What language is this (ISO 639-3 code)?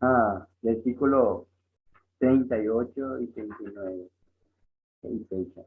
grn